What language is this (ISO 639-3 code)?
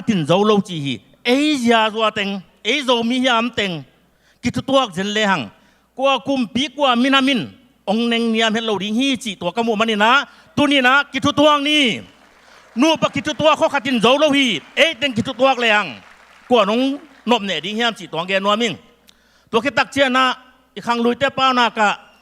ctd